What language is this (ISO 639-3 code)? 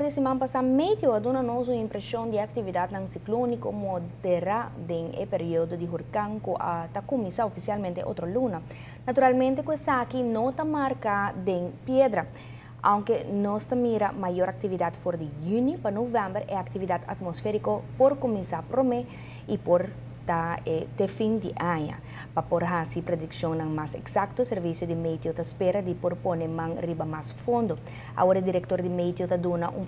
pap